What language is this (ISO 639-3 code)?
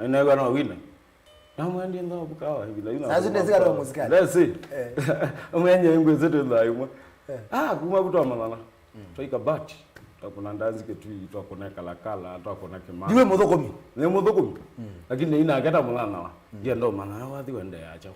kam